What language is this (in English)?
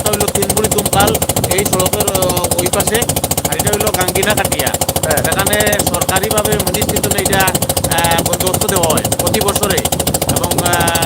Sylheti